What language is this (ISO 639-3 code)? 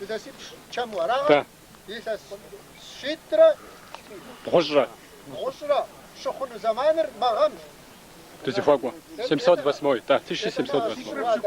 kbd